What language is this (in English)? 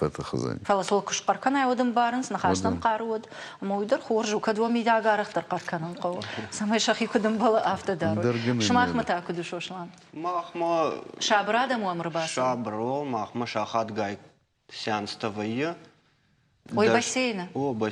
Ossetic